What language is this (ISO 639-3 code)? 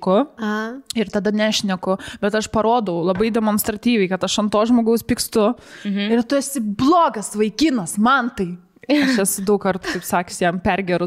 lit